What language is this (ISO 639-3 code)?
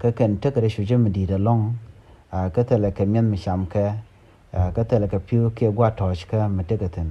nus